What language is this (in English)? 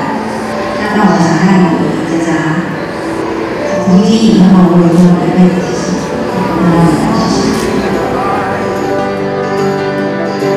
Chinese